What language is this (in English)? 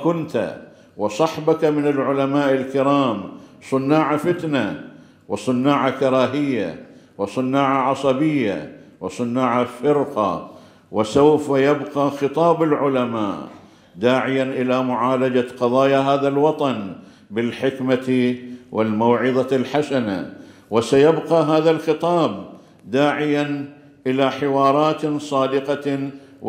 Arabic